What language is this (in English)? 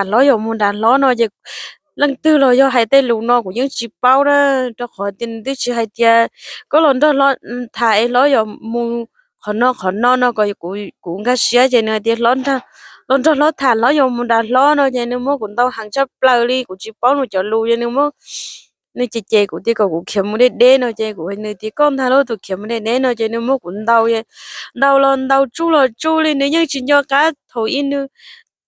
Hmong